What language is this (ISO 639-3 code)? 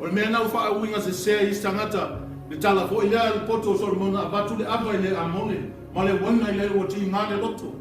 smo